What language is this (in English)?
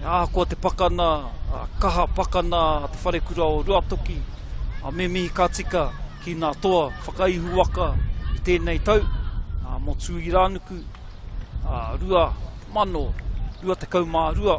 Māori